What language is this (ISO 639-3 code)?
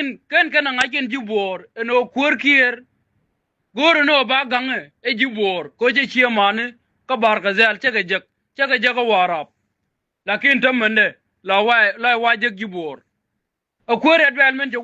nus